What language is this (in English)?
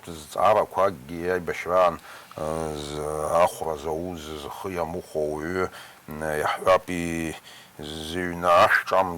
Abkhazian